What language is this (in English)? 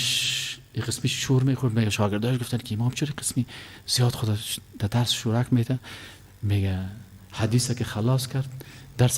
Persian